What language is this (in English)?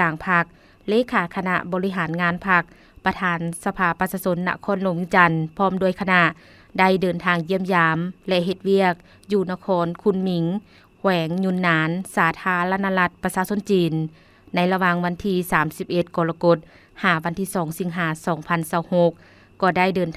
Lao